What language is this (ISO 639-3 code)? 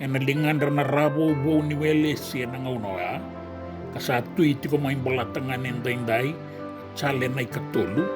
fij